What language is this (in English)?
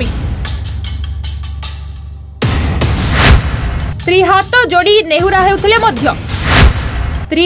Odia